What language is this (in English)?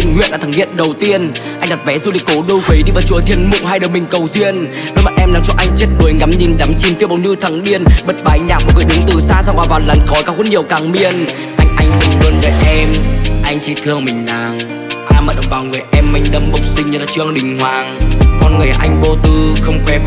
Vietnamese